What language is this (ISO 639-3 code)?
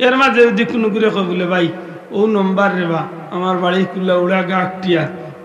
syl